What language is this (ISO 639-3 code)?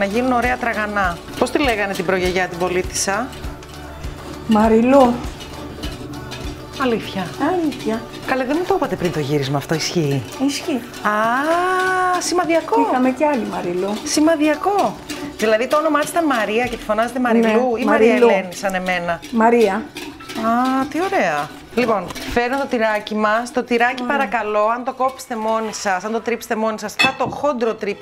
ell